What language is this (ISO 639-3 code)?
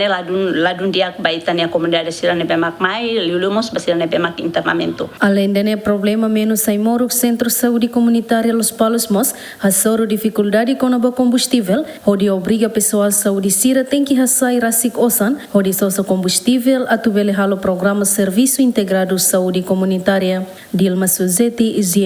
tet